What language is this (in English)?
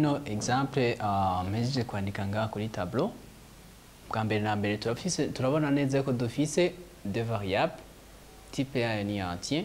Rundi